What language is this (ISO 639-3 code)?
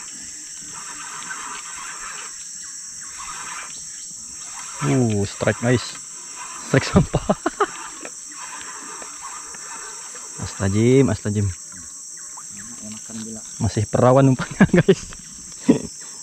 ind